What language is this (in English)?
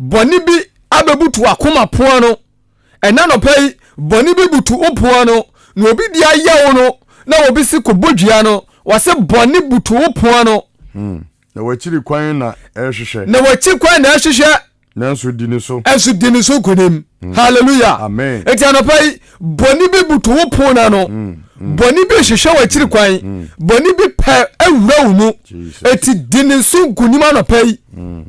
Akan